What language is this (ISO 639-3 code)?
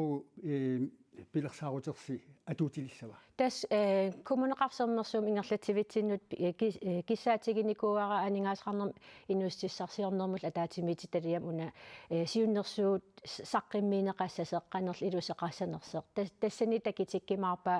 kal